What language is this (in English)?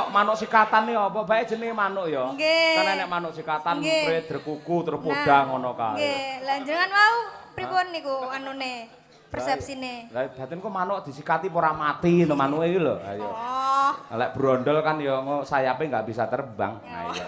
Javanese